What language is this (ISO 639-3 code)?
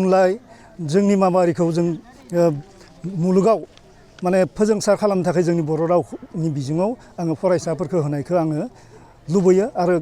brx